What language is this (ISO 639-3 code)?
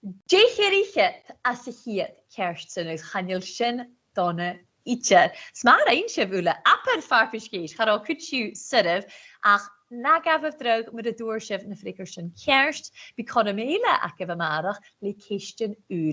gla